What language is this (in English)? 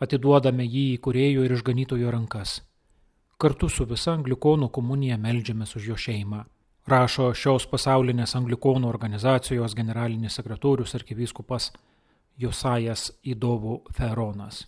Lithuanian